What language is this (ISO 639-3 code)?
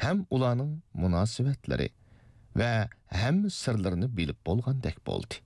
uig